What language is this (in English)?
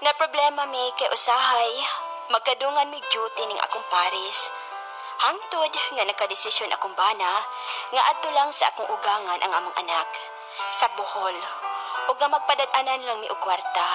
Cebuano